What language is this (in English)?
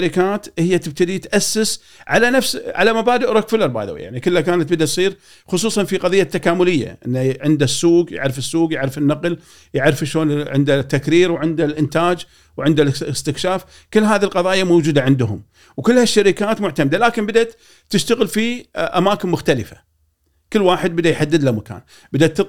Gulf Arabic